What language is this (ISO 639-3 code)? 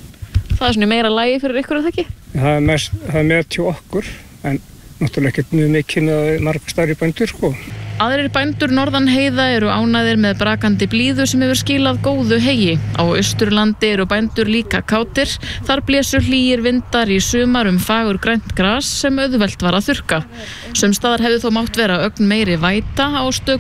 isl